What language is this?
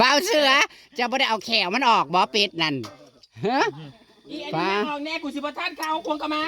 Northeastern Thai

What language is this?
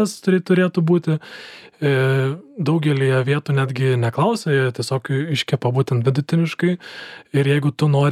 Lithuanian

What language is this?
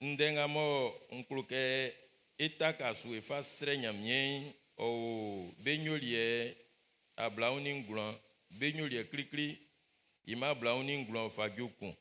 Baoulé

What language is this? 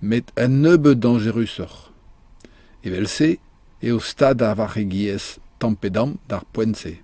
Breton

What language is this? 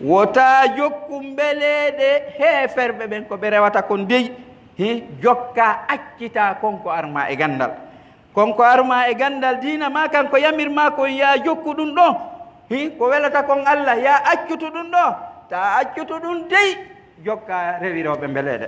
Pular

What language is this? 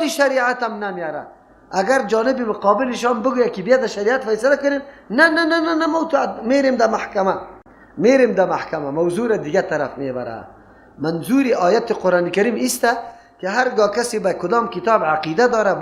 Persian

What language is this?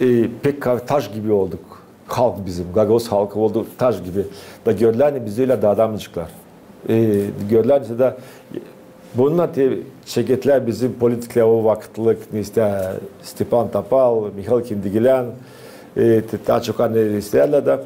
Gagauz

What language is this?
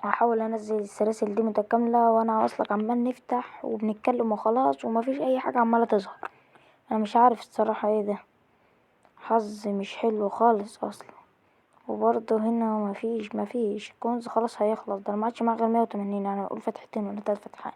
Egyptian Arabic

